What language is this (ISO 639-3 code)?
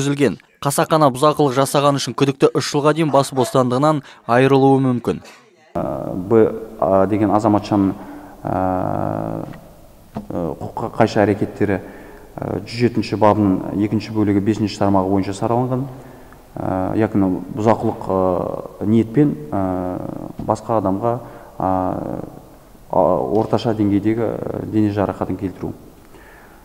kaz